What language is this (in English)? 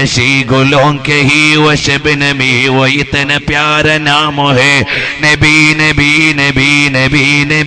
Malayalam